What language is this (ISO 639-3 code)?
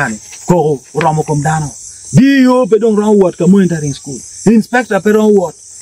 ach